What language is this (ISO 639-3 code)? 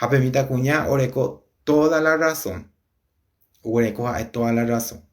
grn